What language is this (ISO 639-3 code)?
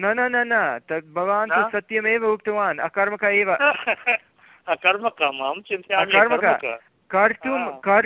san